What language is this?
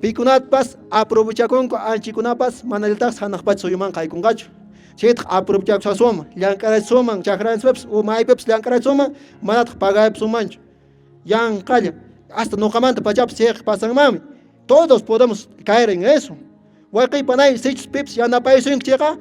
Quechua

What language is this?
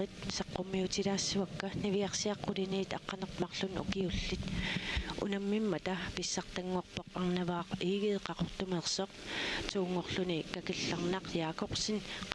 Kalaallisut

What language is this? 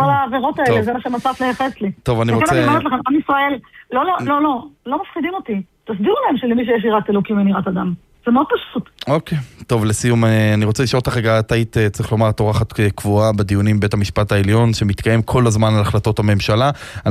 Hebrew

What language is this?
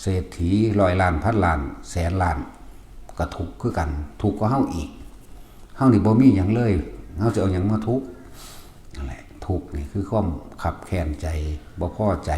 Northeastern Thai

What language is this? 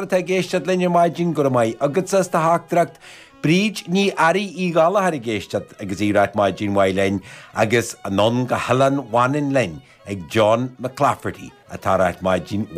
Irish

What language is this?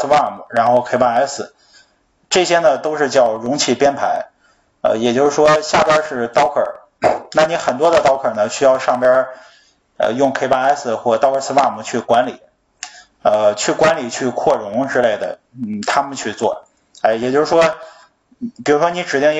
Chinese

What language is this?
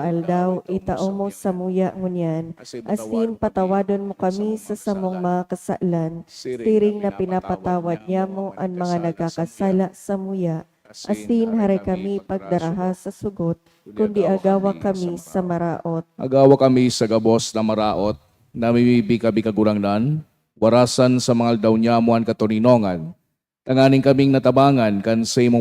Bikol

